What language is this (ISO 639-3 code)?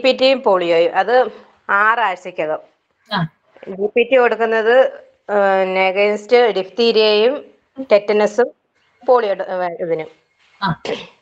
mal